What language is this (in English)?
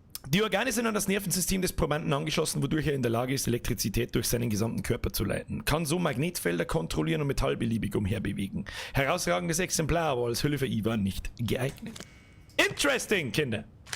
Bavarian